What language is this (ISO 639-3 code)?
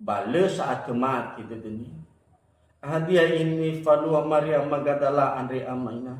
nia